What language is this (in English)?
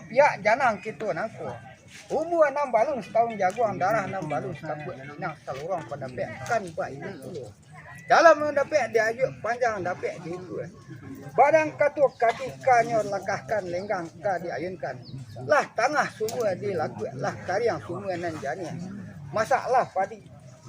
Minangkabau